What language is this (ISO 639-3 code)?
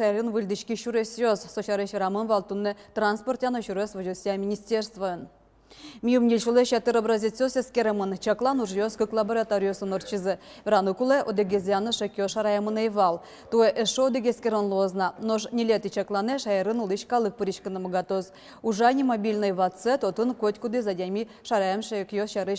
udm